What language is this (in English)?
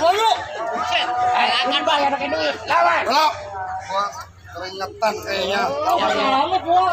Betawi